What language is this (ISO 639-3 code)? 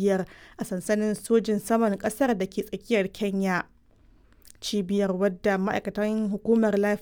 hau